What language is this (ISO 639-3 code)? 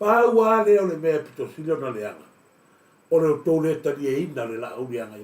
smo